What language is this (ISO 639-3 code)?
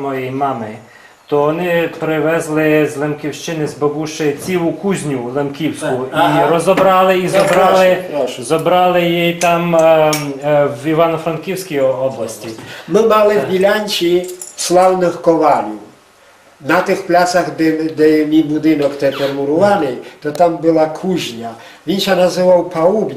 rue